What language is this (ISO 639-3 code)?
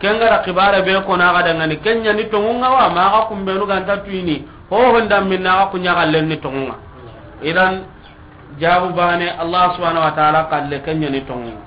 snk